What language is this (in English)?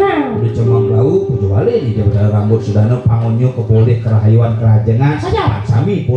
Balinese